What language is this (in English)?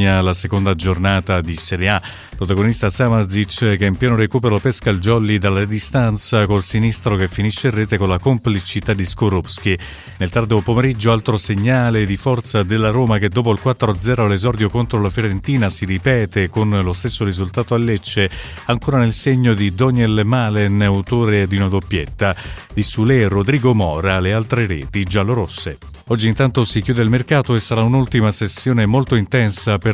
Italian